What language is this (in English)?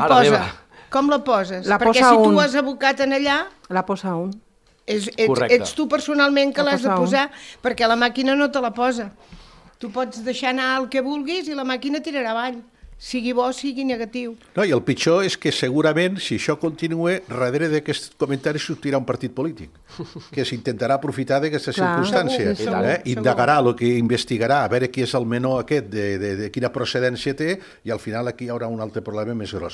Catalan